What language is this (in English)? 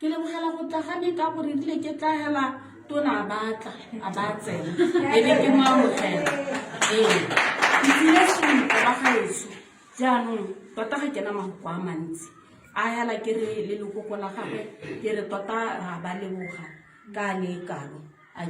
Tswana